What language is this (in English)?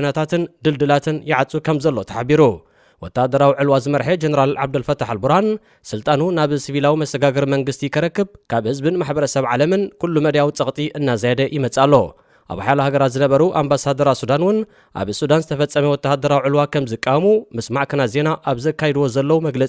Tigrinya